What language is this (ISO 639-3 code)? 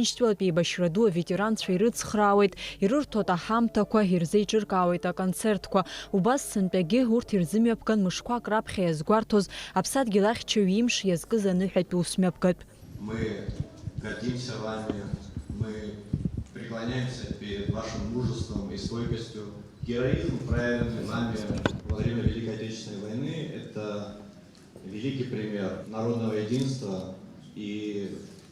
abk